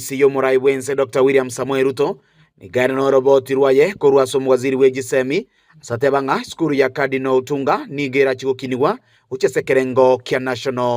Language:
Gusii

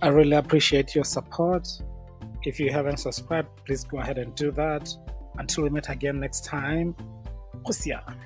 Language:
Tswana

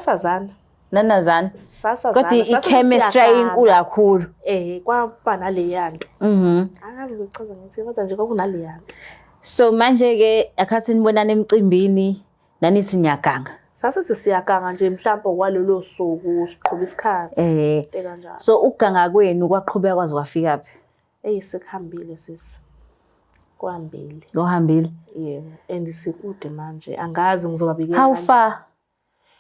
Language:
Zulu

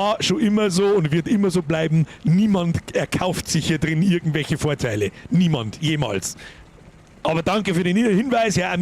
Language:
Bavarian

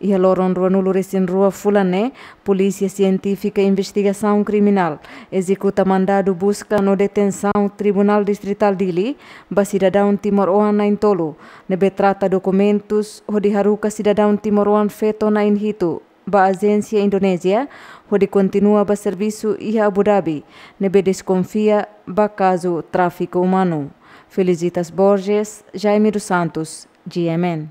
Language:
Tetum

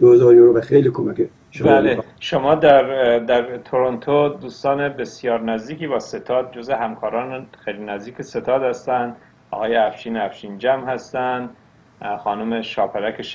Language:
Persian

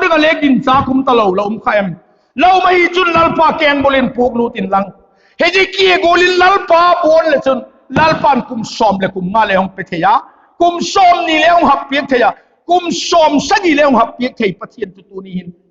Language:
Vaiphei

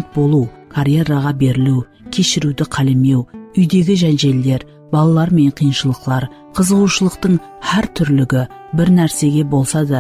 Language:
Kara-Kalpak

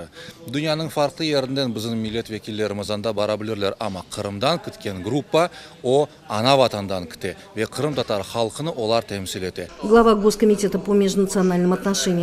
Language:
Crimean Tatar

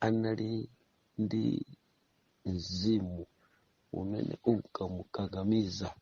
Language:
Nyanja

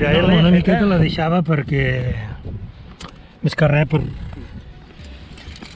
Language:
Catalan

